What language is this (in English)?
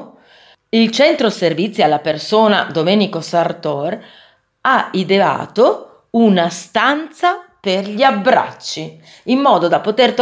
Italian